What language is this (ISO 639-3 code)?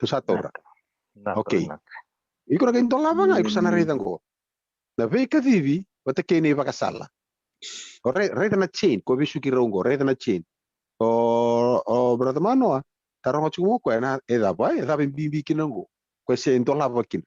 fij